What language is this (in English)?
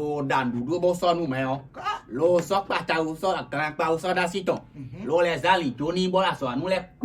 Fon